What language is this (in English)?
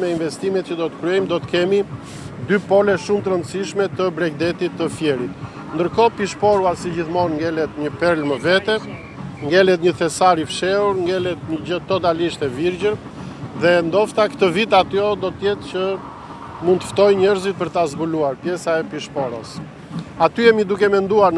Albanian